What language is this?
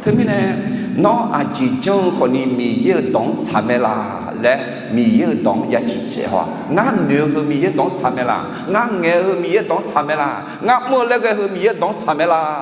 Akha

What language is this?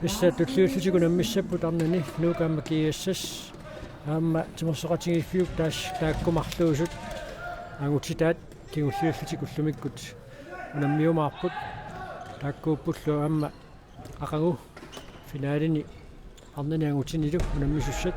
Kalaallisut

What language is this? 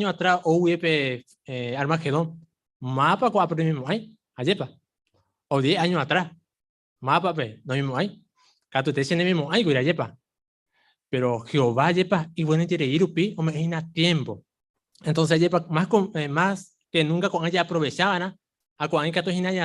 Guarani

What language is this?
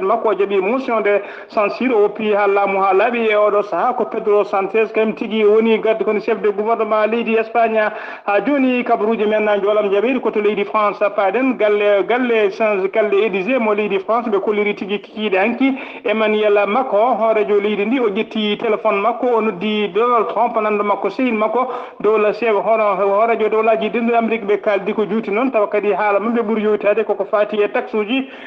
Fula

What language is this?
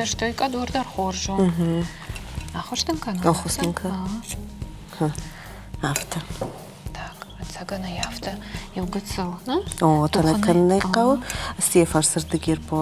Ossetic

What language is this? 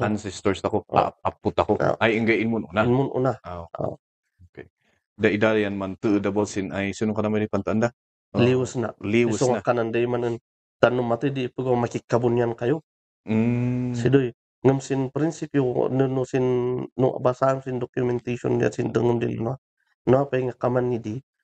Kankanaey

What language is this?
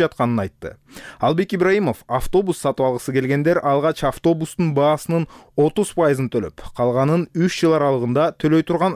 Kyrgyz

